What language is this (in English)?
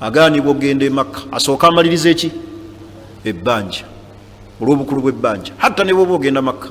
Ganda